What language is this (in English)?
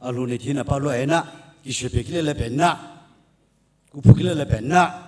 Sumi Naga